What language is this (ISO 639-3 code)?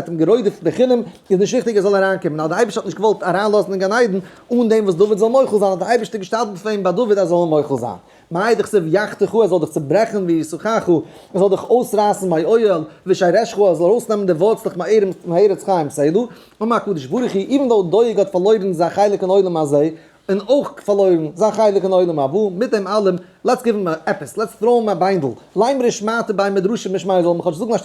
yid